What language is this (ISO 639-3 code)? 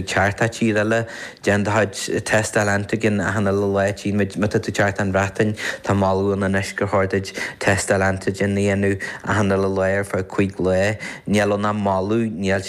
gle